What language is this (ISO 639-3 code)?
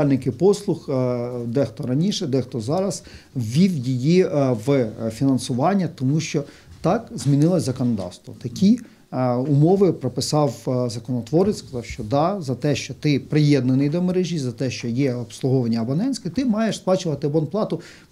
ukr